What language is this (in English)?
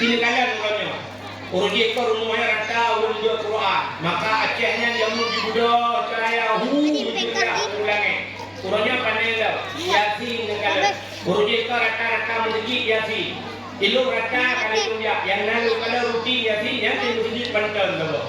Achinese